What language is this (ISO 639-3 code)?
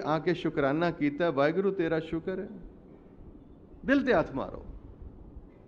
pan